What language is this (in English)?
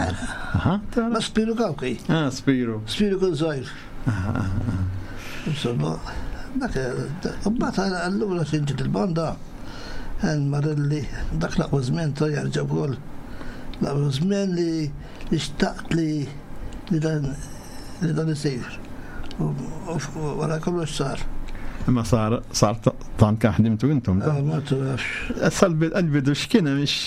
Maltese